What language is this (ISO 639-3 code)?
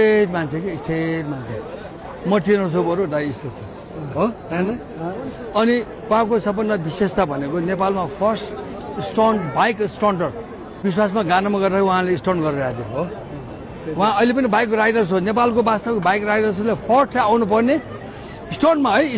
nep